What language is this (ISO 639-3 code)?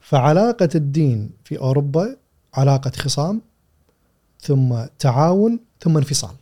afb